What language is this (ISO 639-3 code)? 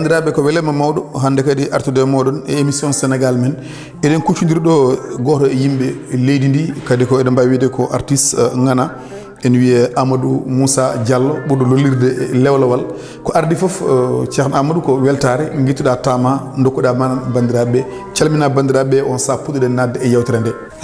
ful